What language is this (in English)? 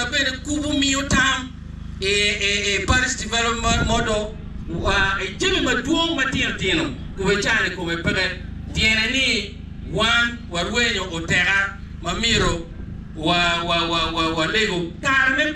Acoli